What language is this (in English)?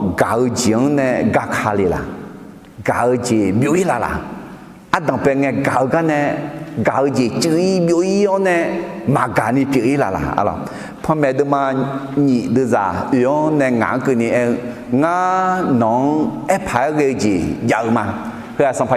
Akha